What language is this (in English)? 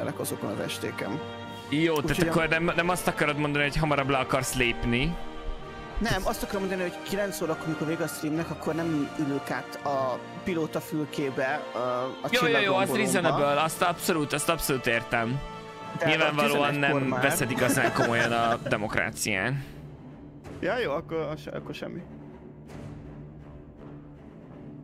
Hungarian